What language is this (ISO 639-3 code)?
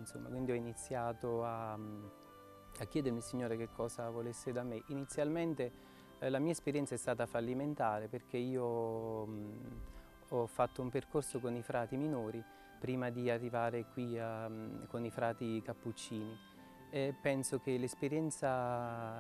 ita